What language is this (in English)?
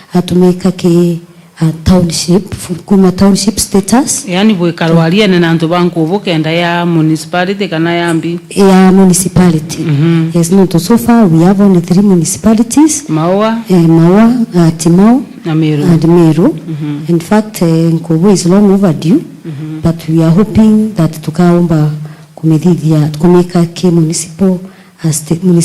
Meru